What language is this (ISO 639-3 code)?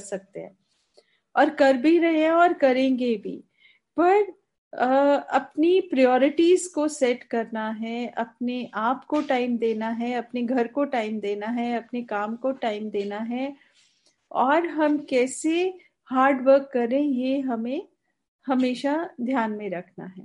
hin